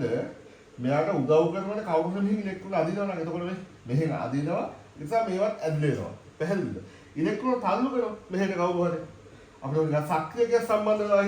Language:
Sinhala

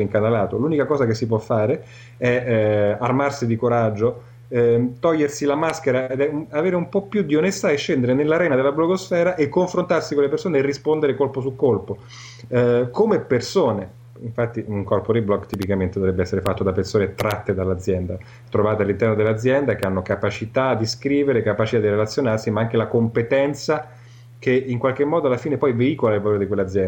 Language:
Italian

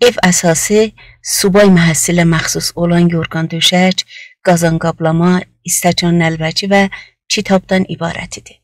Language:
South Azerbaijani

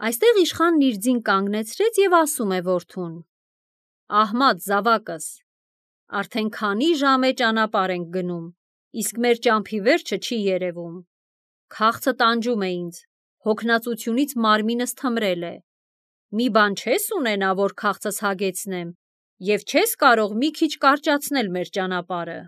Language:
Armenian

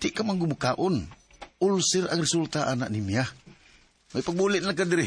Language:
Cebuano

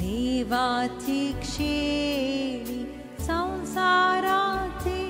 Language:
Konkani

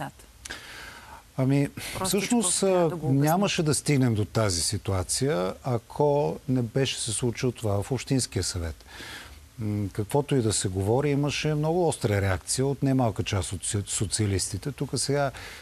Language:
Bulgarian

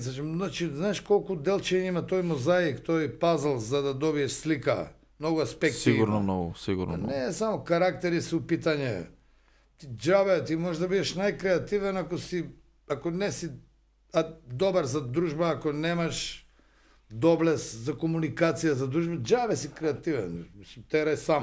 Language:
Macedonian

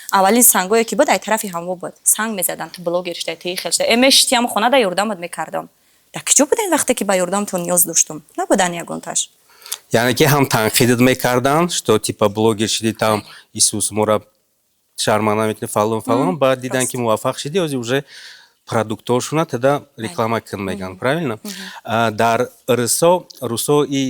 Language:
Tajik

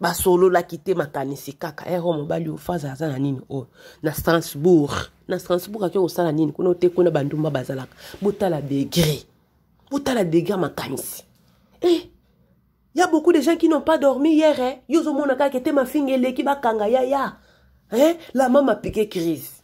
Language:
Lingala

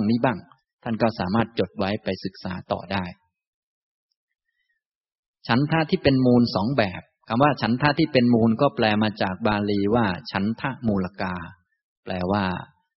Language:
Thai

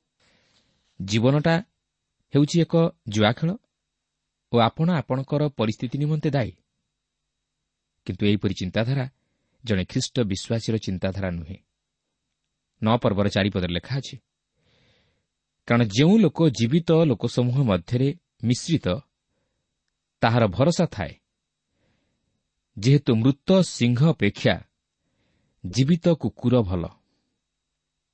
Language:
Odia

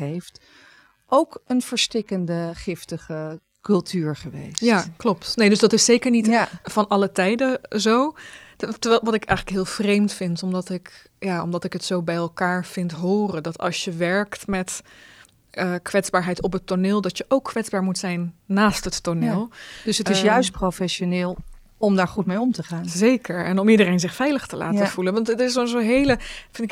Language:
Dutch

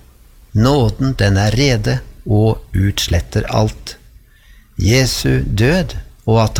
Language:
Norwegian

